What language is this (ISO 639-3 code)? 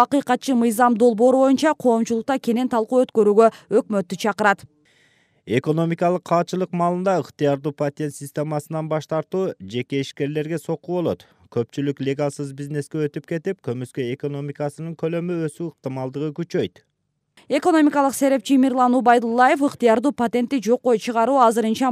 kir